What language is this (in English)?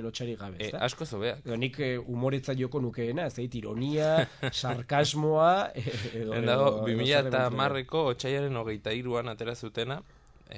Basque